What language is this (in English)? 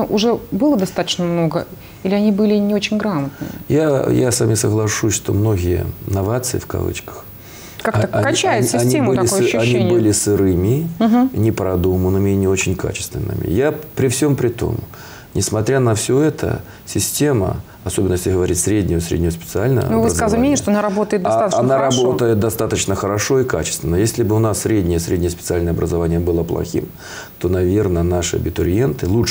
Russian